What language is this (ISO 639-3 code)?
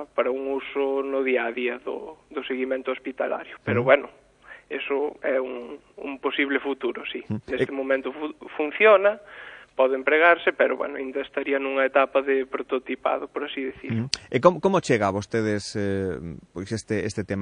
glg